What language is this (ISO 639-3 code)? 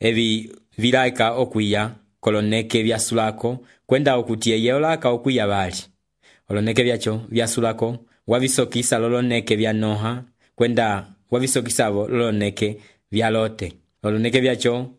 umb